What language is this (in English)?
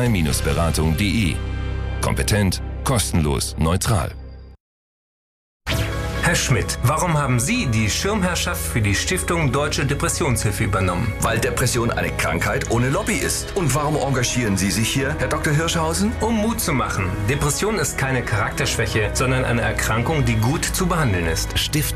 German